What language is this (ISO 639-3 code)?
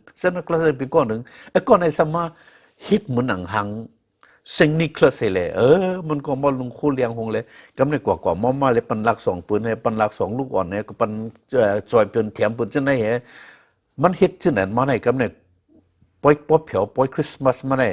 shn